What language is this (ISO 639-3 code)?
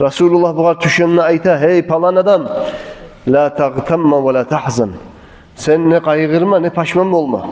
kum